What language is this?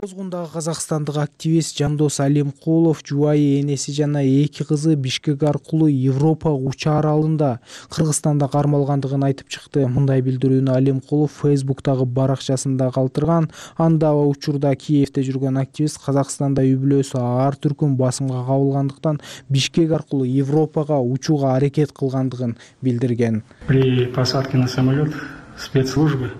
Kyrgyz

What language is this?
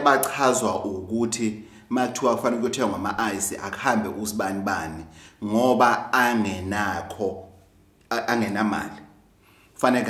Zulu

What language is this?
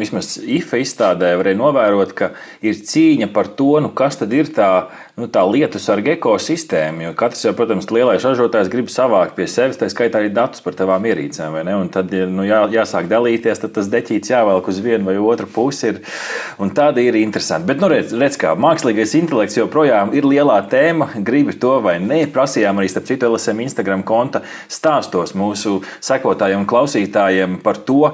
Latvian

